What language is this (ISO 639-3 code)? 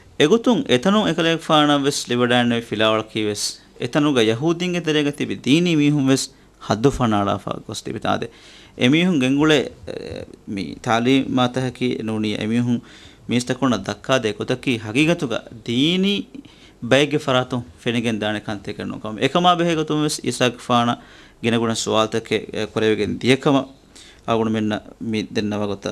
div